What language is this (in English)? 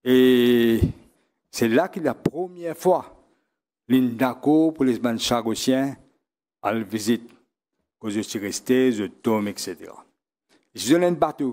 Morisyen